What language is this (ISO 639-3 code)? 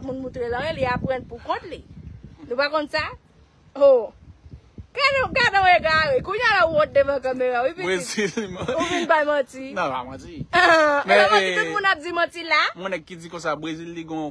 hat